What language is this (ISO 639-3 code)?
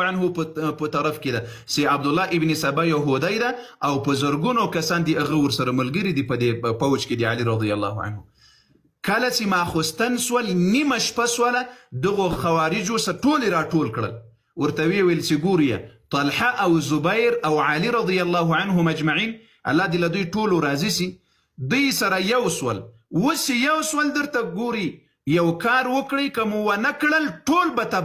pus